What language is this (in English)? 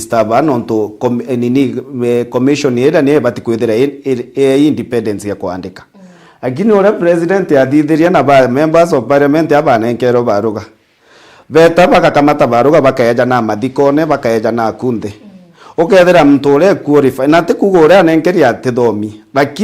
Meru